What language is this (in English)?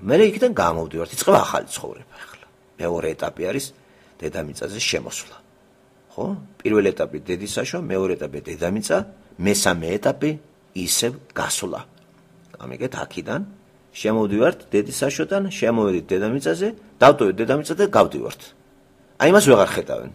Georgian